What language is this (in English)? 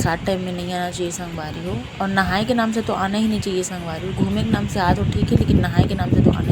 Chhattisgarhi